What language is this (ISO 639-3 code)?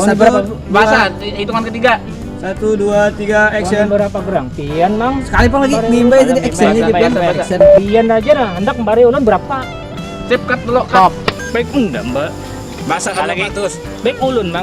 bjn